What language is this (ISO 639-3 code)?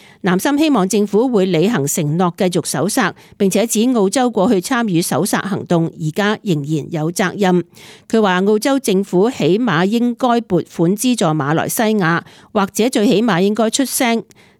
yue